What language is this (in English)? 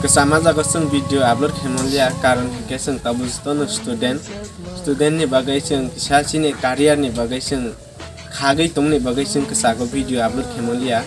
Kok Borok